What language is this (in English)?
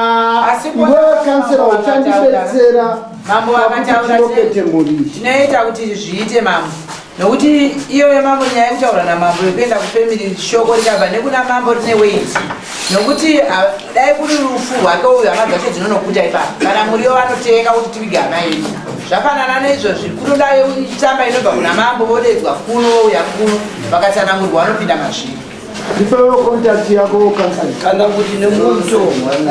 Shona